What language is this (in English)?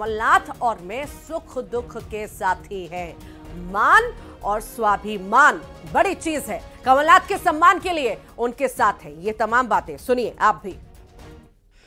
Hindi